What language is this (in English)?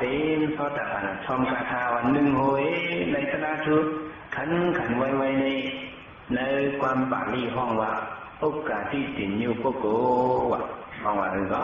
Shan